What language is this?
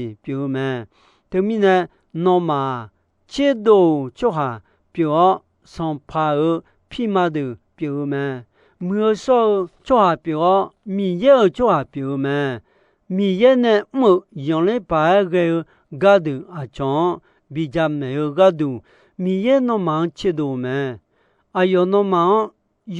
Akha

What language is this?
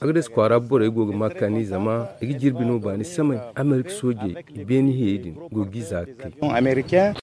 Zarma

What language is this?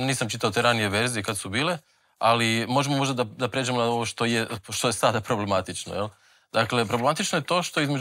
Croatian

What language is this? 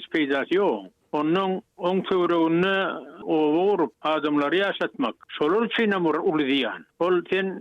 Turkmen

